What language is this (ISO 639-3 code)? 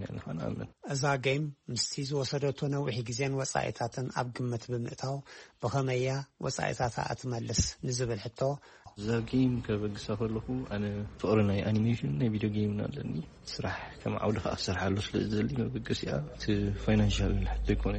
tir